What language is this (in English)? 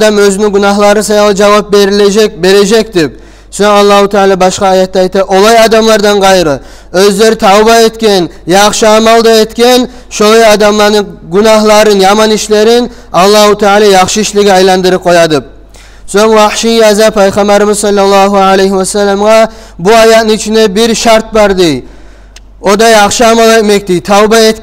Kumyk